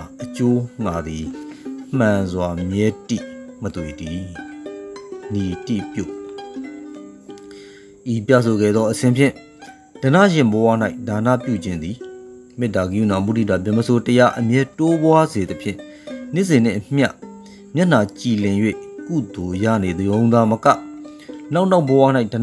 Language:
Burmese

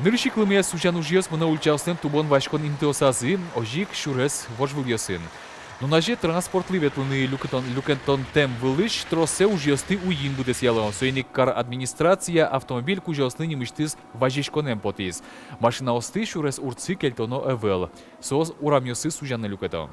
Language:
Udmurt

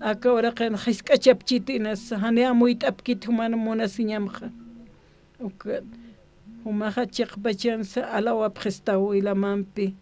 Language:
Aymara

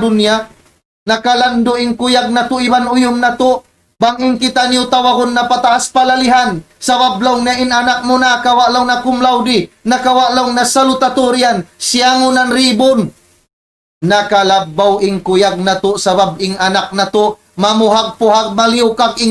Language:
Tausug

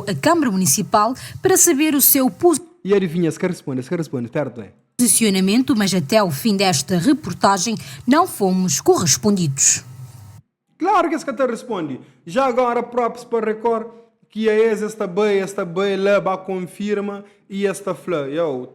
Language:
Kabuverdianu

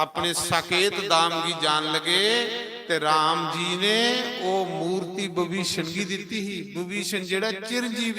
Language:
Dogri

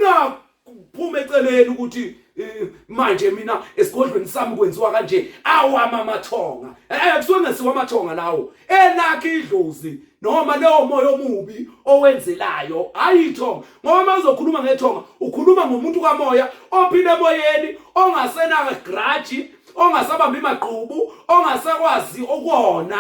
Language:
Zulu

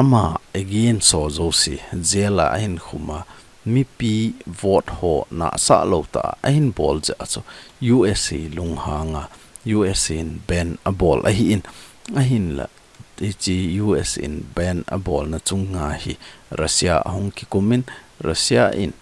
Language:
Thado Chin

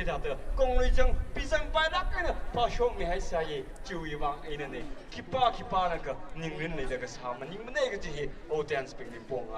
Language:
Tangkhul Naga (India)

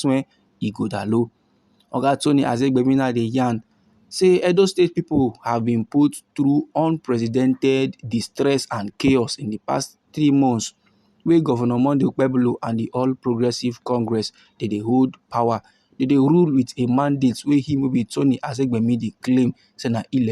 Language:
Nigerian Pidgin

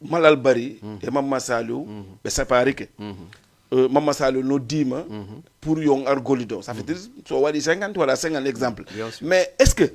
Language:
Fula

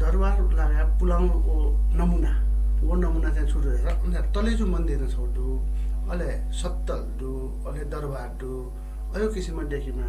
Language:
Newari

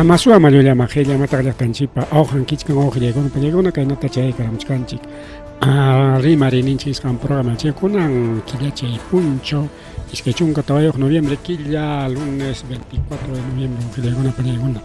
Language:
Ayacucho Quechua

